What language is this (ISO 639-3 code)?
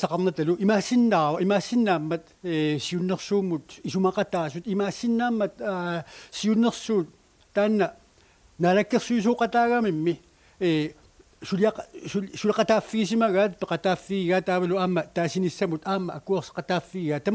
kal